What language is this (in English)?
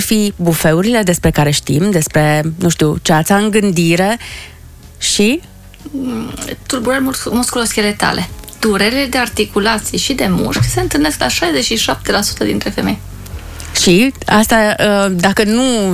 Romanian